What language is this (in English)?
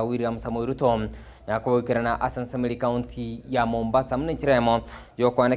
Gusii